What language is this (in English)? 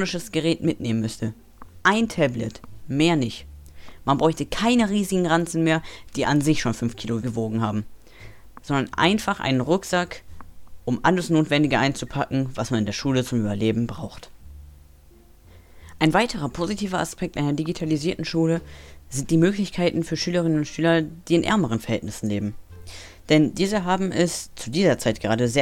German